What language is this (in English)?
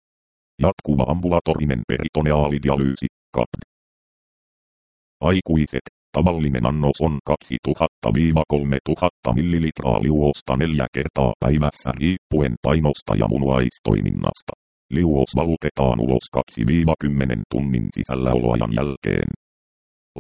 Finnish